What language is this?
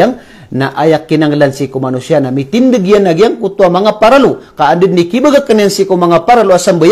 Maranao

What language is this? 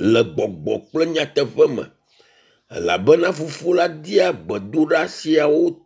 Ewe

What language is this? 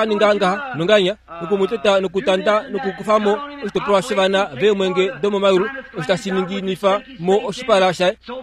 Kuanyama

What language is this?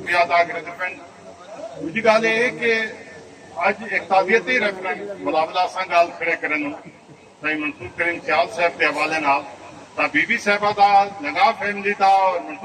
Saraiki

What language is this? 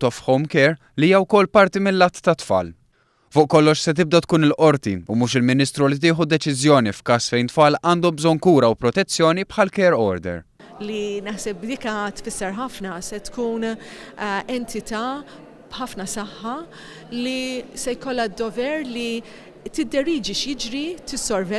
Maltese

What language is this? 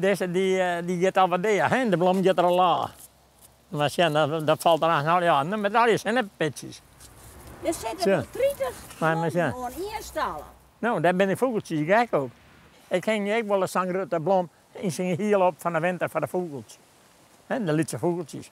Western Frisian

